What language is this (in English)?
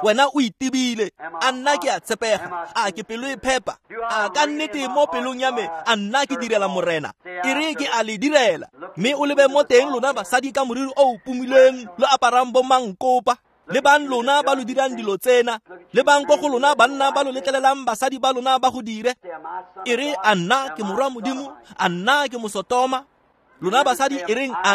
Tswana